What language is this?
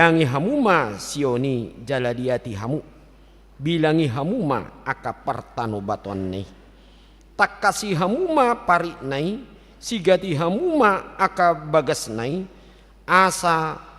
Batak Toba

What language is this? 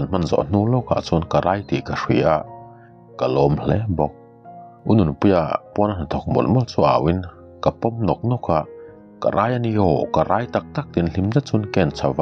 Mizo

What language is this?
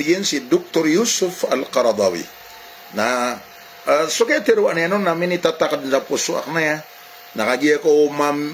Maranao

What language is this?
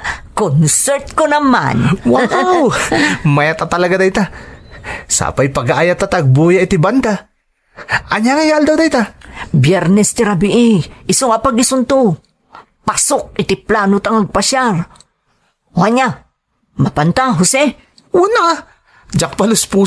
Iloko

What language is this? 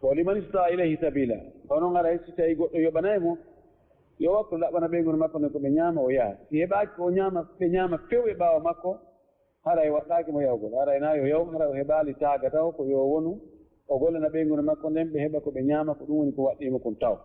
Fula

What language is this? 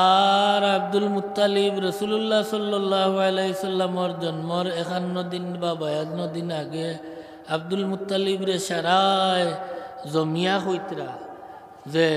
Sylheti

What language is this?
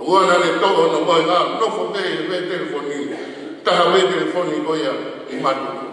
Tongan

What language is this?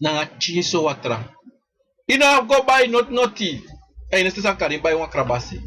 Sranan Tongo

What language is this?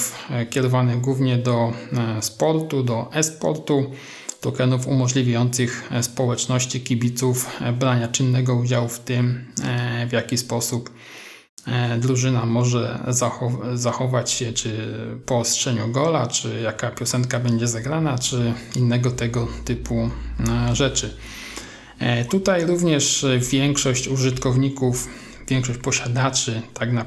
Polish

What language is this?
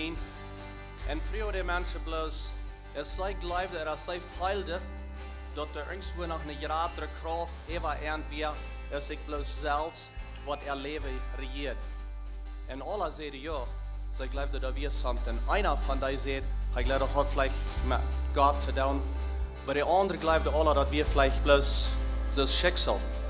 Plautdietsch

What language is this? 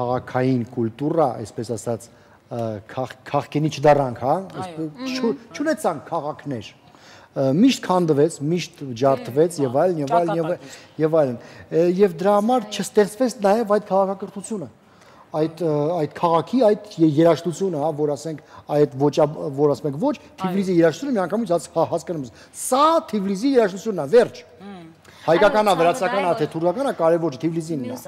Armenian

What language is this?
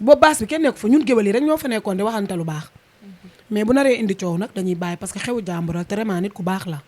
Wolof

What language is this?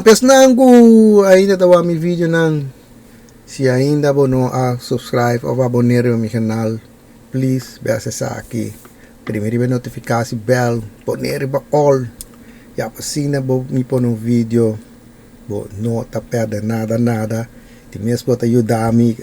Papiamento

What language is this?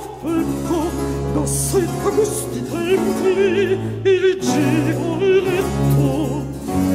Italian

